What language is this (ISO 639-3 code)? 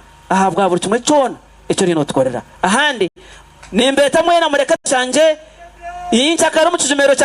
nyn